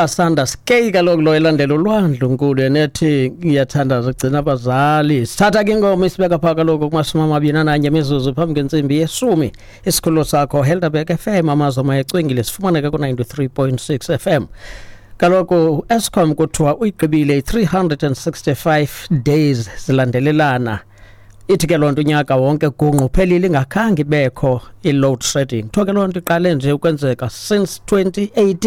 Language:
Xhosa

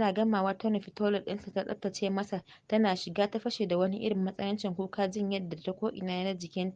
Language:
Hausa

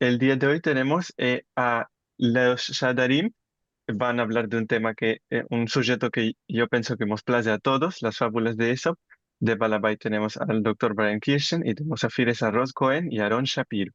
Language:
Ladino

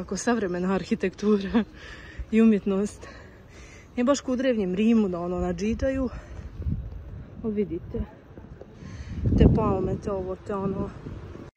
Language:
Croatian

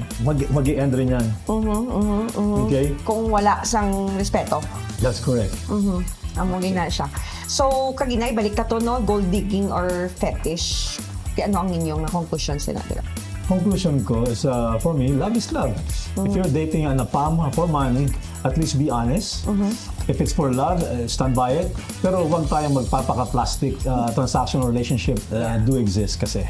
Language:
Hiligaynon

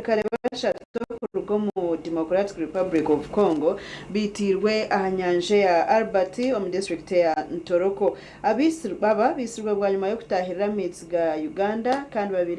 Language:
Nyankole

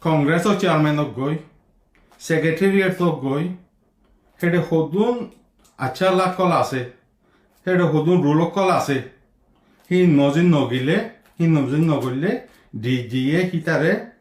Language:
Rohingya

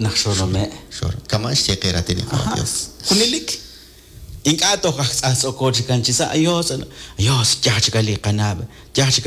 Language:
Kekchí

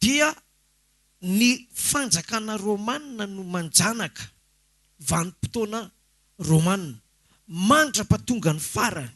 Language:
Malagasy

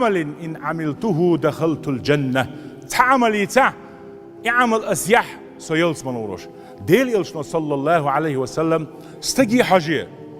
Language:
Chechen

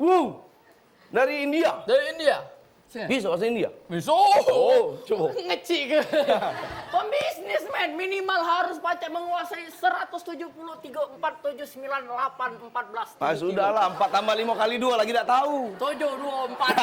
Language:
Musi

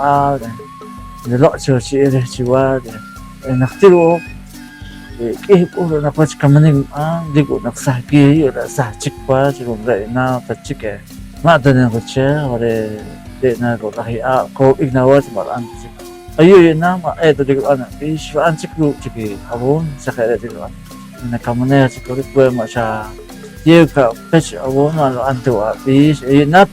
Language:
Poqomchi'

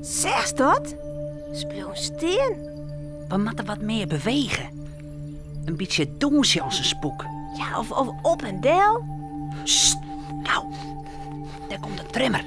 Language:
Western Frisian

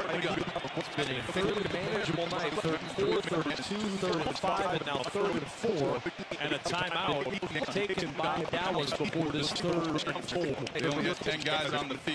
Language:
English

